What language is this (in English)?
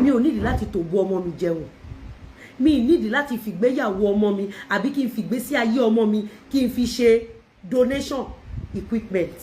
Yoruba